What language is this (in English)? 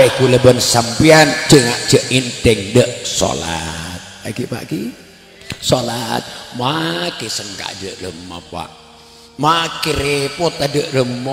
Madurese